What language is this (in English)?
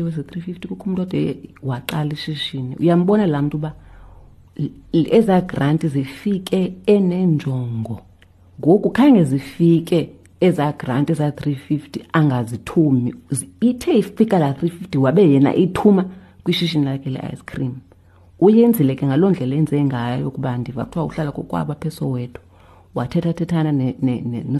Xhosa